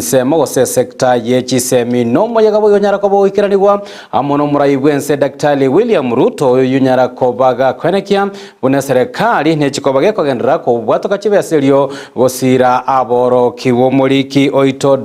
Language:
Gusii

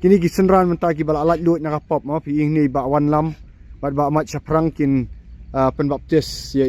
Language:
Khasi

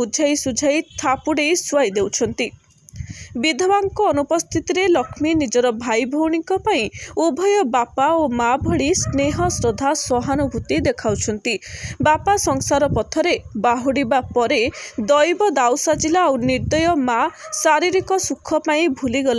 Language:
Odia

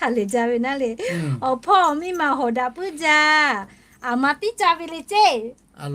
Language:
Lahu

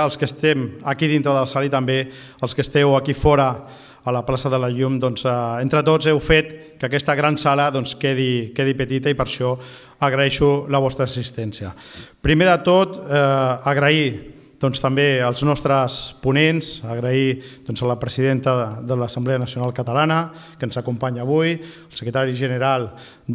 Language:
Catalan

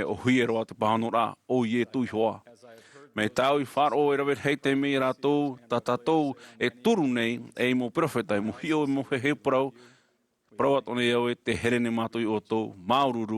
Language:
Tahitian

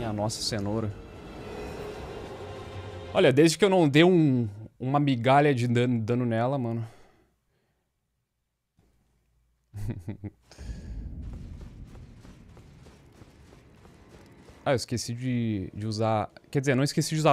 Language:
Portuguese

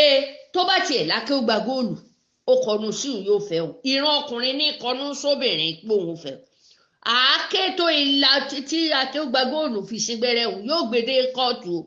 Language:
Yoruba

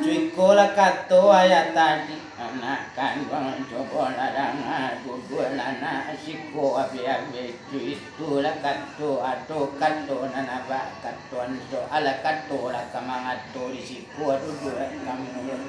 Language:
Minangkabau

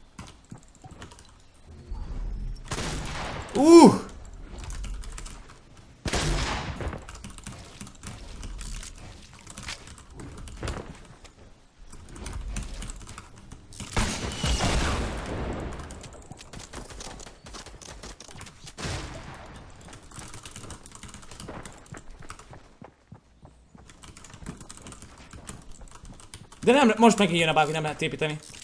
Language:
Hungarian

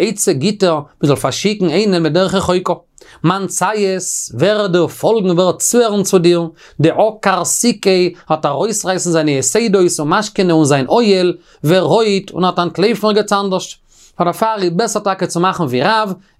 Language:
Yiddish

